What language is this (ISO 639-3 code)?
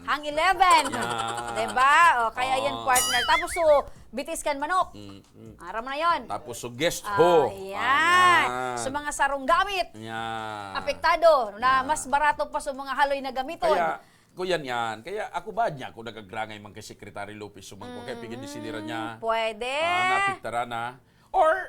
bik